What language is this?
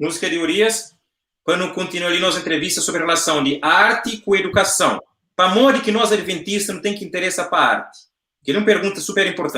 Kabuverdianu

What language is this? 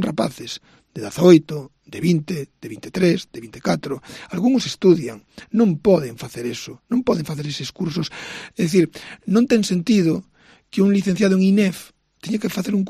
Galician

